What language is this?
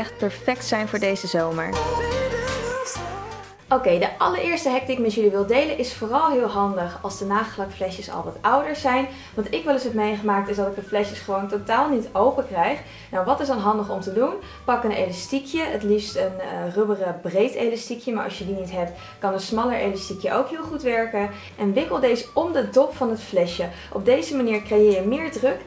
Dutch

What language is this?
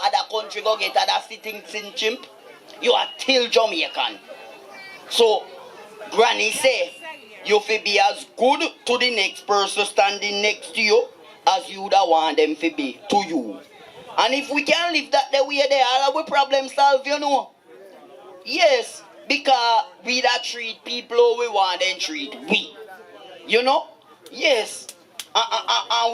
Jamaican Creole English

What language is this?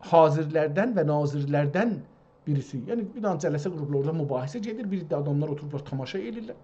South Azerbaijani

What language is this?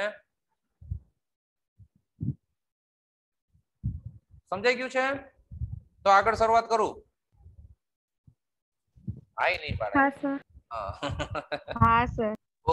Gujarati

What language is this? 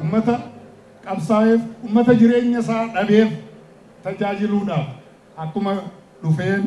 Oromo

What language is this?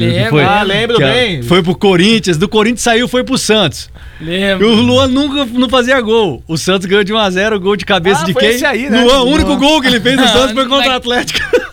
Portuguese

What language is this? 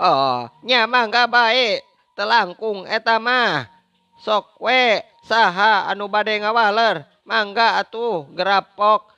Sundanese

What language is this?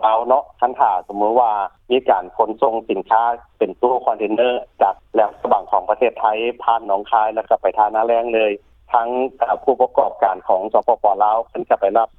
Lao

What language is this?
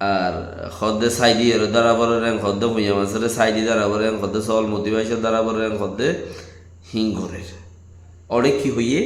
Rohingya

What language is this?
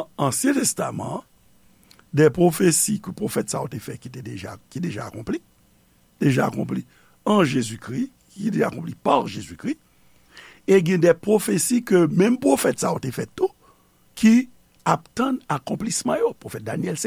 Haitian Creole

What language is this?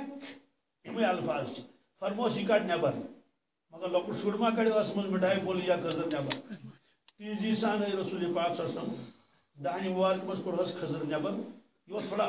Kashmiri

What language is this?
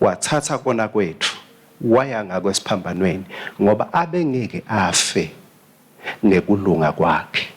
Swati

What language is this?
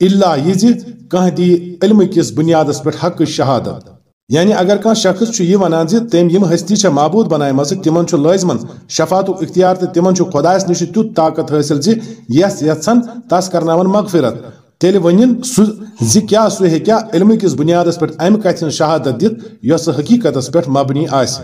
Kashmiri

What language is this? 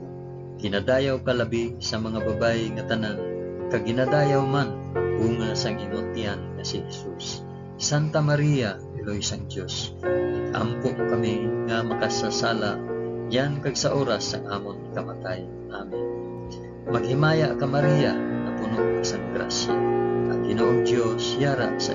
Hiligaynon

